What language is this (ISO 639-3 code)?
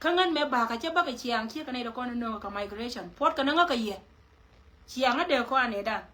nus